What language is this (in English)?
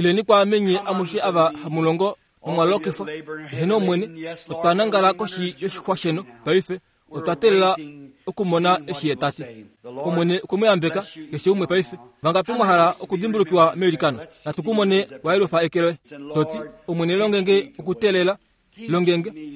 Kuanyama